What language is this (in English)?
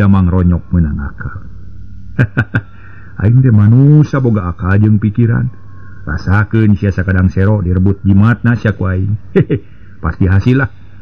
Sundanese